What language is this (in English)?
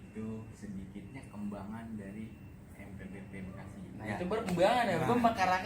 Betawi